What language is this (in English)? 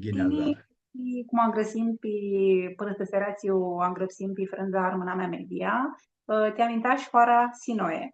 Aromanian